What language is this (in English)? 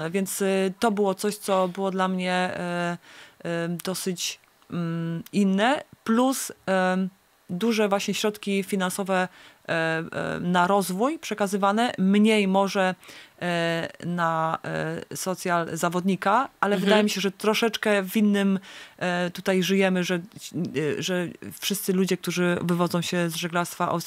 Polish